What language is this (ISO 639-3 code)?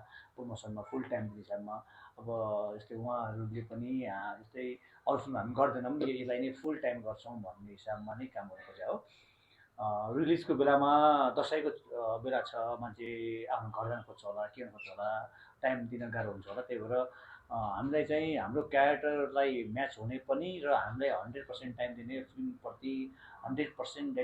nep